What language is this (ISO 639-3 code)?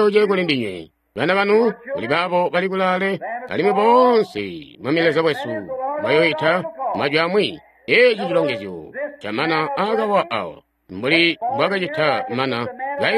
toi